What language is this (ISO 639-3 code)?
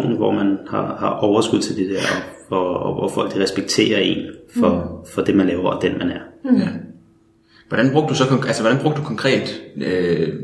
dan